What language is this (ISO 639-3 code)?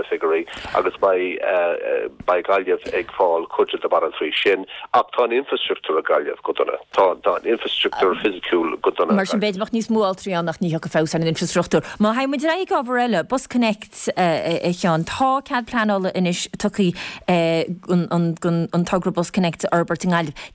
gle